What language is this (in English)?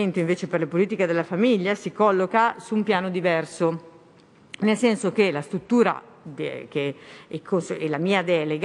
Italian